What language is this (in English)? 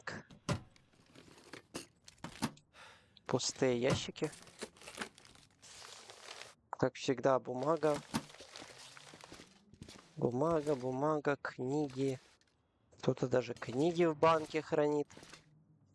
Russian